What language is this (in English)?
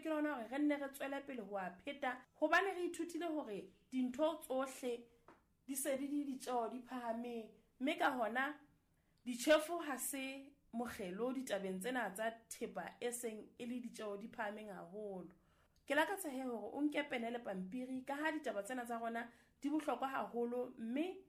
Southern Sotho